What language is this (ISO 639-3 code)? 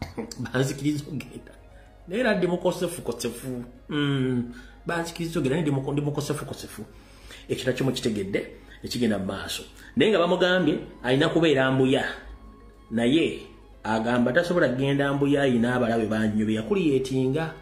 lug